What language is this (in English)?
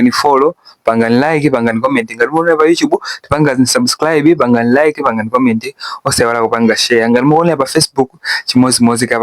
Nyanja